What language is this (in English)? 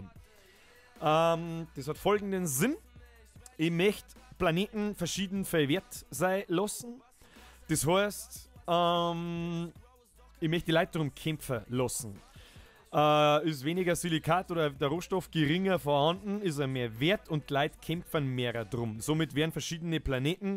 Bavarian